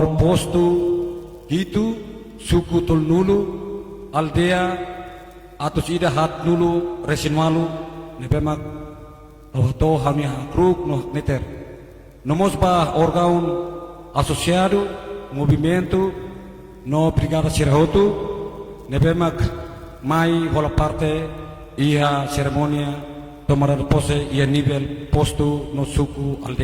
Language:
Tetum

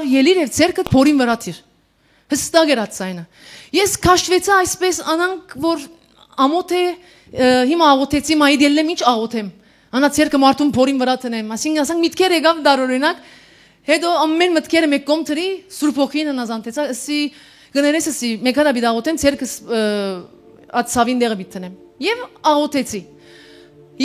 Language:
Western Armenian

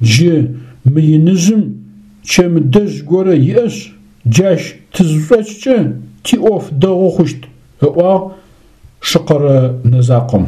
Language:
Adyghe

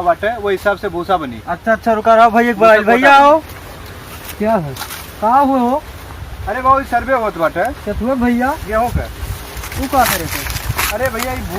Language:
Awadhi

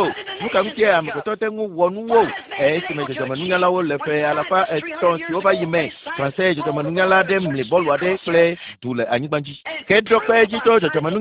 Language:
Ewe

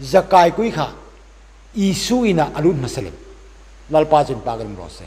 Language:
Hmar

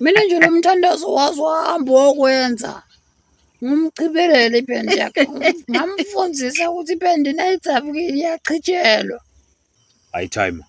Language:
Swati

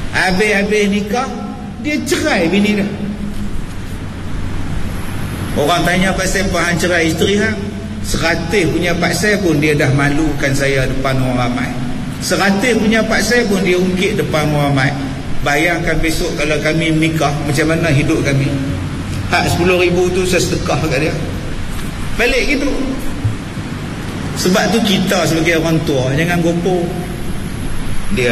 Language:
Malay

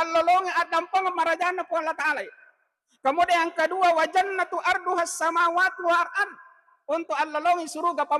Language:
Buginese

